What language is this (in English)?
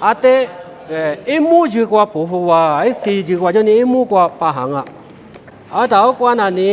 Lisu